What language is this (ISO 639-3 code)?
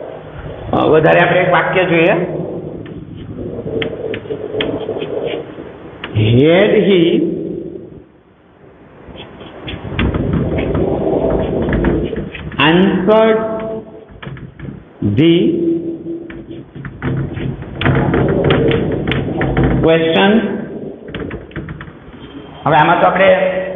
guj